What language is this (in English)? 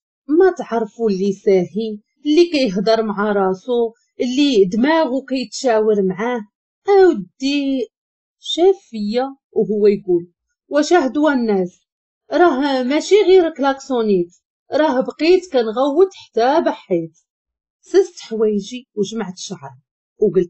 Moroccan Arabic